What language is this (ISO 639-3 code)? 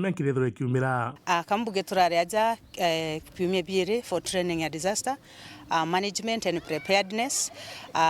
mer